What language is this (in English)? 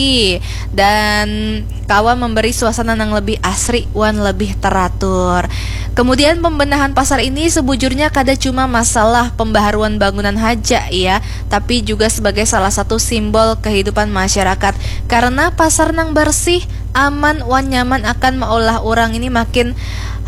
Banjar